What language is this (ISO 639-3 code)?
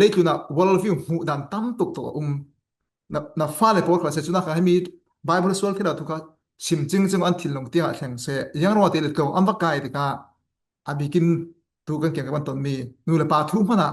cfm